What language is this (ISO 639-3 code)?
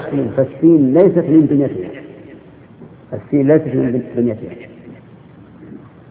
ara